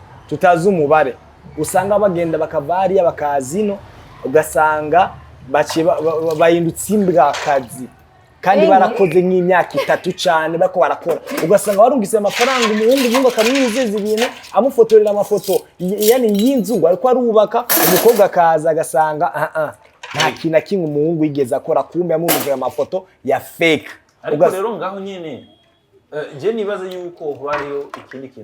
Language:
Rundi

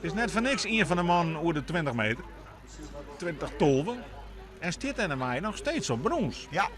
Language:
Western Frisian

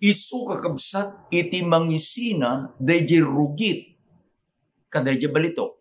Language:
Iloko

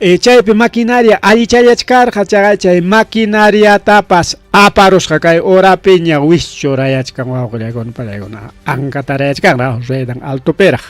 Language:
Ayacucho Quechua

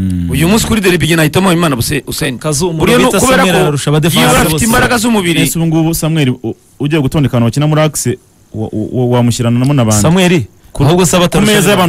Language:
Kinyarwanda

